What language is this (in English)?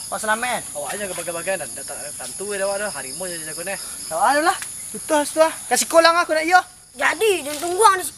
Minangkabau